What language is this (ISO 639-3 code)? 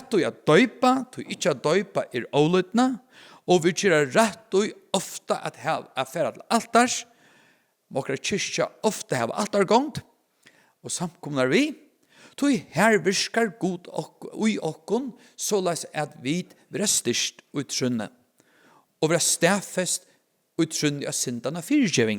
fao